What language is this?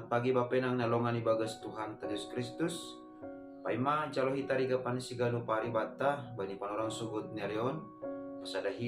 Batak Simalungun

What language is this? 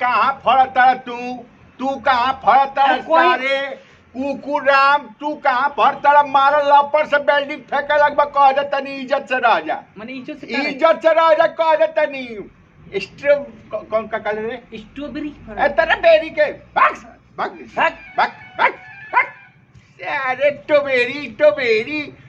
Bhojpuri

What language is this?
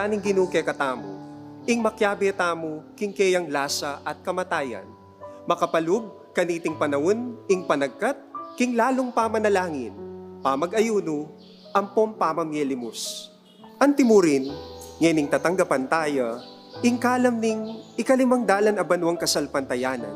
Pampanga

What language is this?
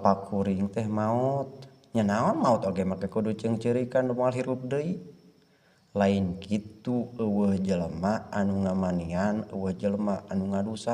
Sundanese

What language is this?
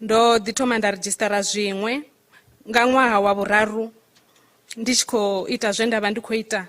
Venda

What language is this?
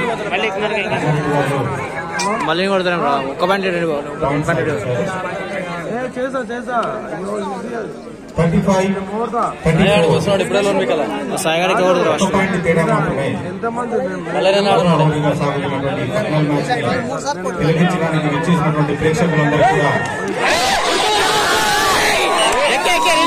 Telugu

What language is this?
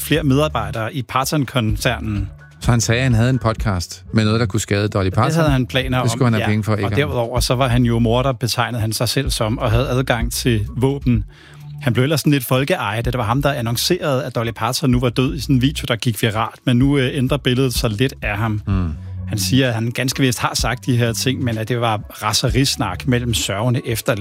Danish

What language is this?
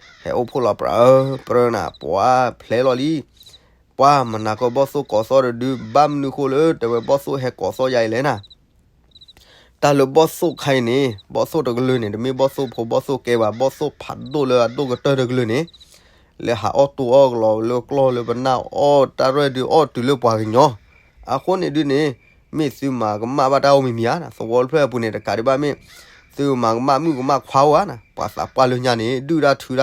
S'gaw Karen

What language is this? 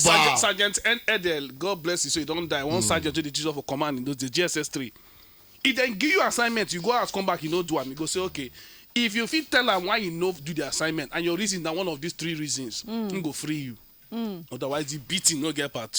Nigerian Pidgin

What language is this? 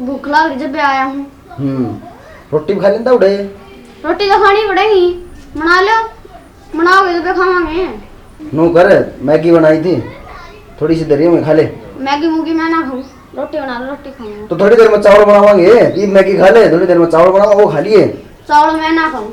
Haryanvi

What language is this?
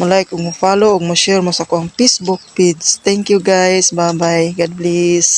Cebuano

